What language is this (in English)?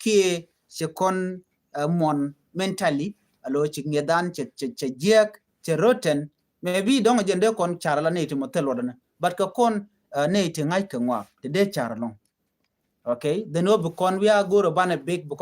Nuer